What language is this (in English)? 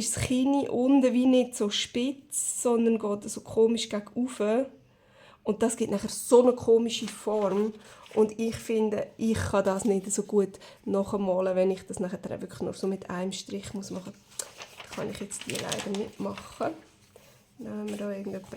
Swiss German